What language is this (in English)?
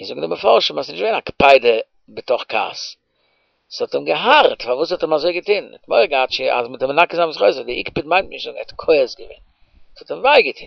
Yiddish